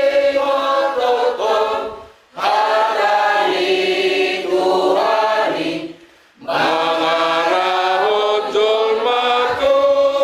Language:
Batak Toba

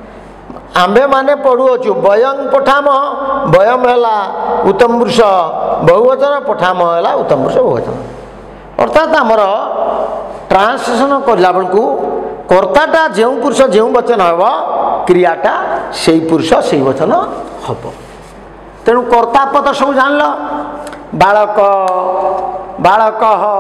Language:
Odia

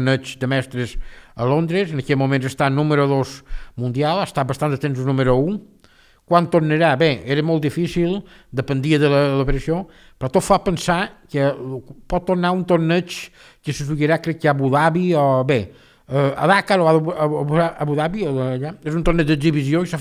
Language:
Catalan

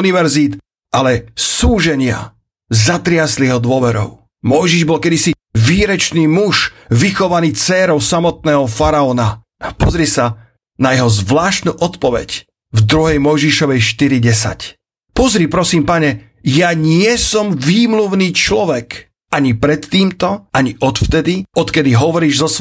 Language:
Slovak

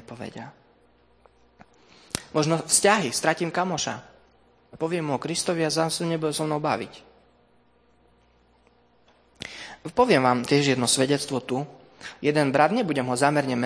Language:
Slovak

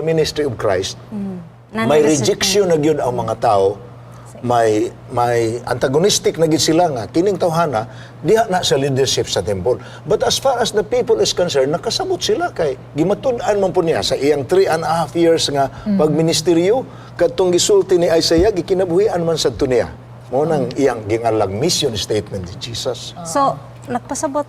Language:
Cebuano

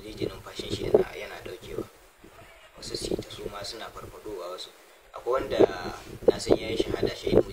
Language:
Hausa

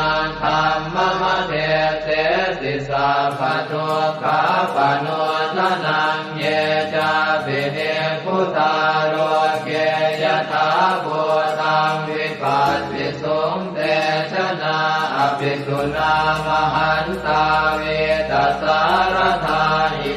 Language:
Pali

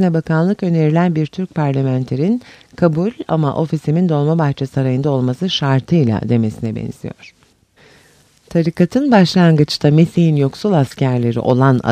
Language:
Turkish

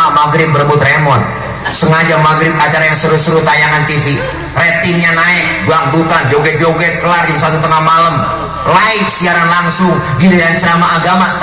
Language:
Betawi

